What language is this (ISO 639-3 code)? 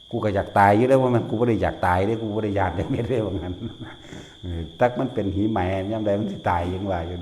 lao